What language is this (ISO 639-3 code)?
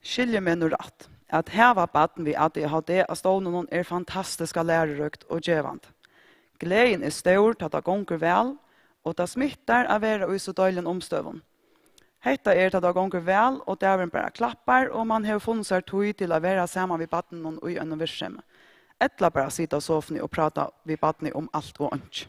fao